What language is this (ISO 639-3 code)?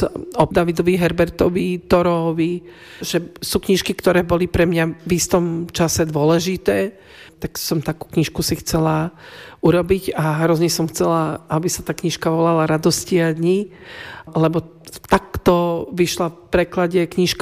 slk